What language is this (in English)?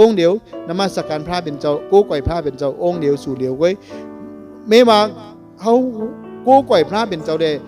Shan